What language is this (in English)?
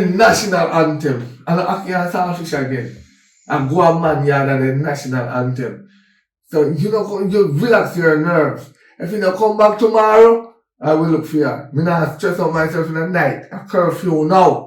Jamaican Creole English